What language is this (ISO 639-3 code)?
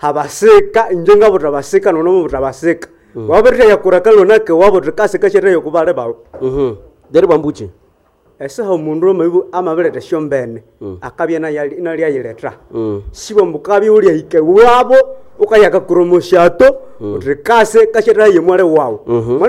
nnb